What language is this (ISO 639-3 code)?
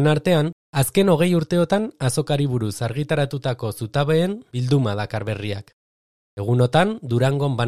eus